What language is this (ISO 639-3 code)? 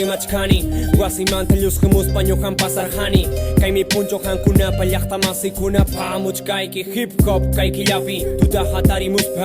que